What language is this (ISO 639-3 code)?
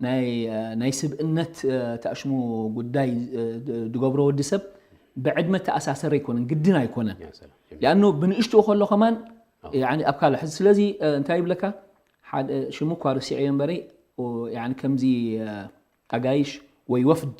tir